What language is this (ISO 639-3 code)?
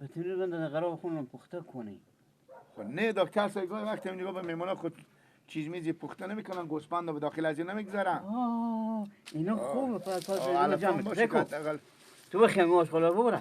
fas